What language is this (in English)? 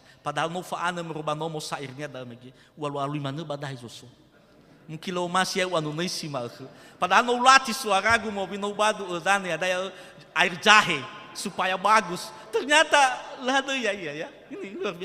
Nias